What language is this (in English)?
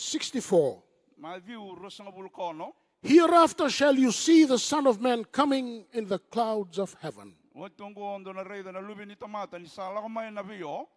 Fijian